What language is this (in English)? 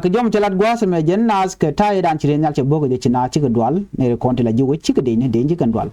Nuer